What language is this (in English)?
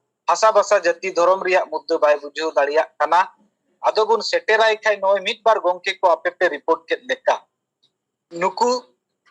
Santali